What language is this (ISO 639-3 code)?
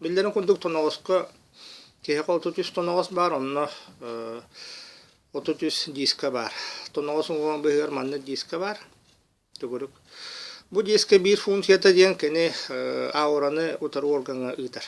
sah